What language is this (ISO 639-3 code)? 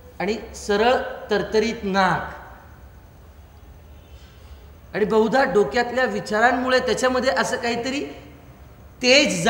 mar